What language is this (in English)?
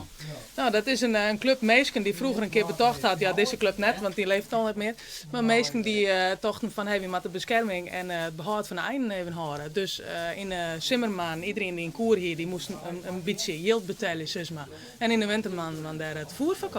Western Frisian